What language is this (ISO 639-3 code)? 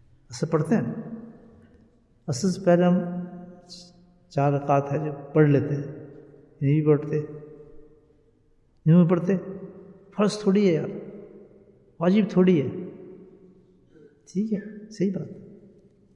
urd